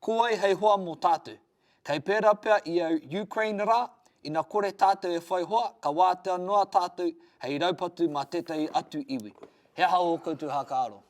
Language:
Māori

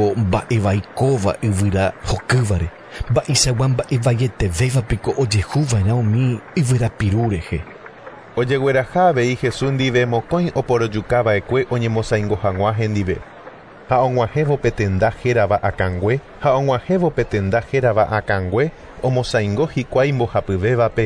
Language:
Guarani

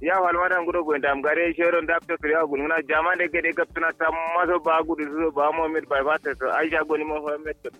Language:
Kanuri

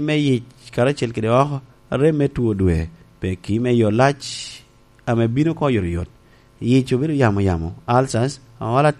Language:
Lango (Uganda)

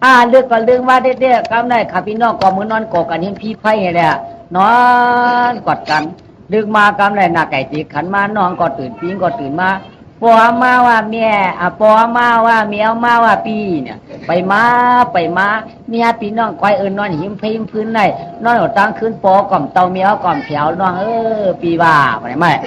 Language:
Shan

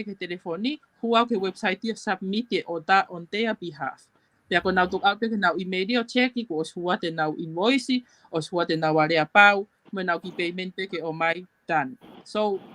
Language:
Tongan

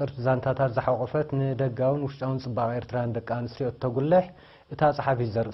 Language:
Tigrinya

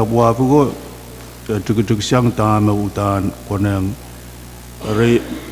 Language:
Pohnpeian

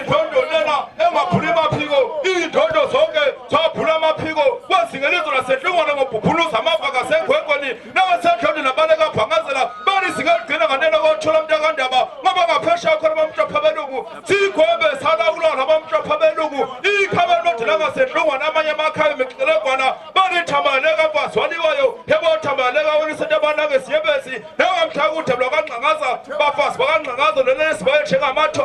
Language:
Zulu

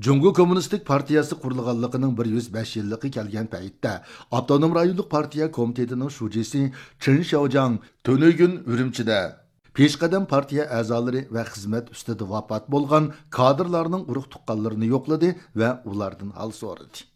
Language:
Uyghur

